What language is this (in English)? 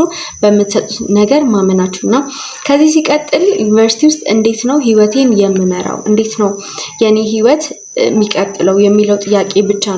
Amharic